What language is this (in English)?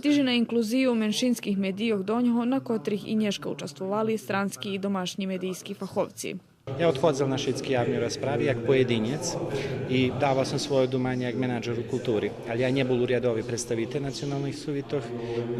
Rusyn